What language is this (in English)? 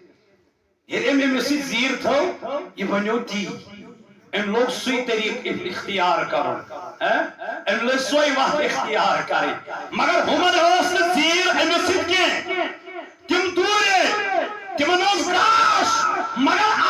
Kashmiri